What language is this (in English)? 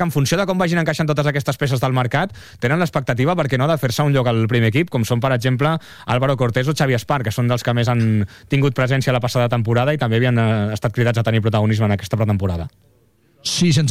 Catalan